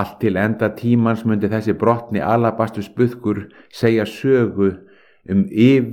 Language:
Icelandic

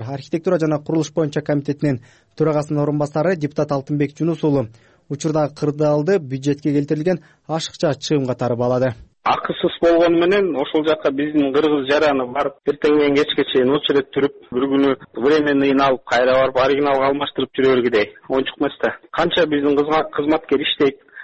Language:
Kyrgyz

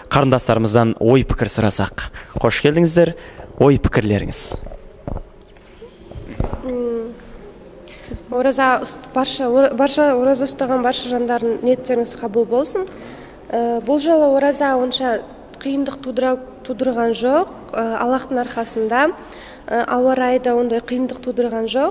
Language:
Kazakh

